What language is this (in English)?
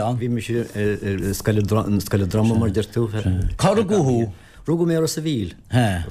Irish